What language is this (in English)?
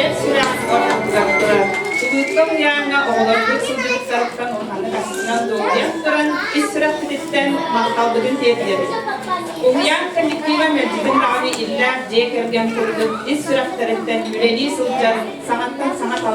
Yakut